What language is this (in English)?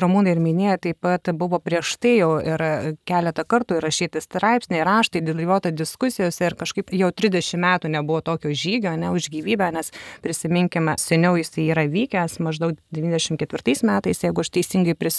Lithuanian